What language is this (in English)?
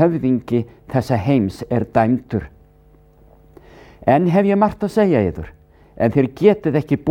Icelandic